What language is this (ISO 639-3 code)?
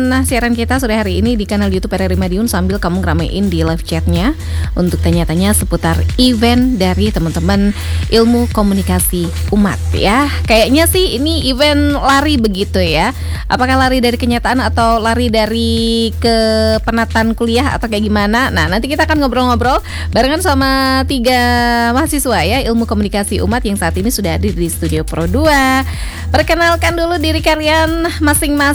ind